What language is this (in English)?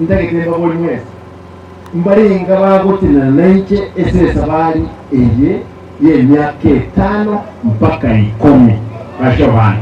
Gusii